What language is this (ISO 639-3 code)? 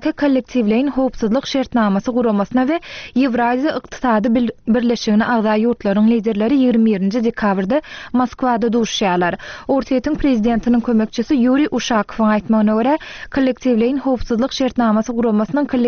tuk